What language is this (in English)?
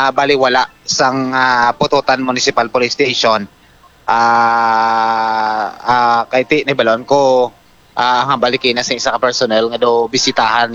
Hiligaynon